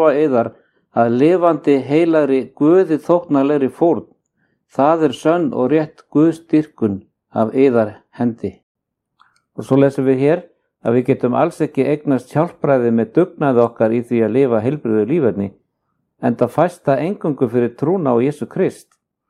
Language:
Icelandic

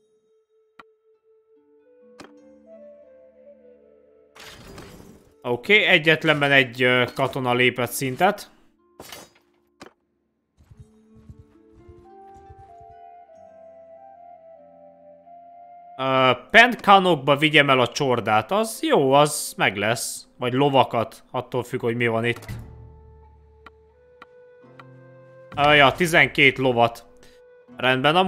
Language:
Hungarian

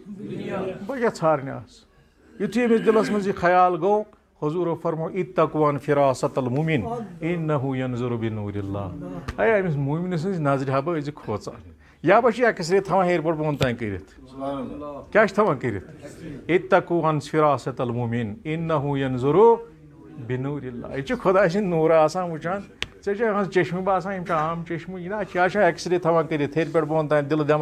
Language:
Kashmiri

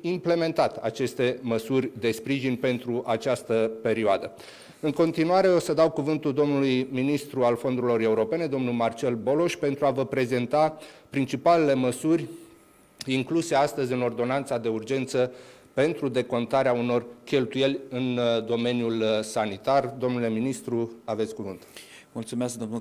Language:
Romanian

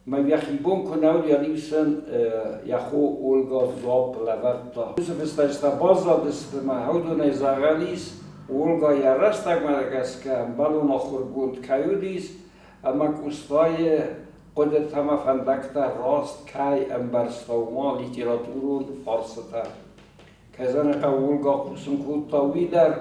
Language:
Ossetic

